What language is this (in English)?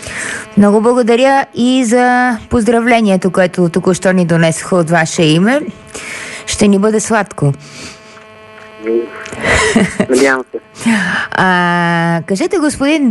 Bulgarian